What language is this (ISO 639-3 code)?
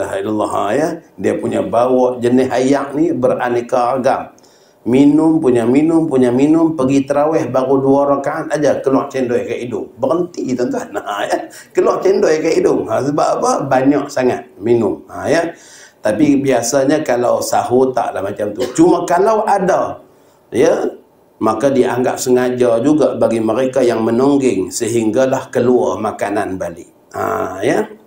msa